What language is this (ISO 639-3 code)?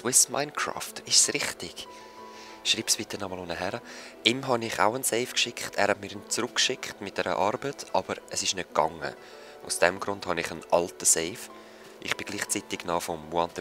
gsw